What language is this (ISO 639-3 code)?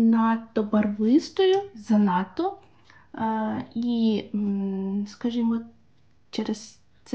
ukr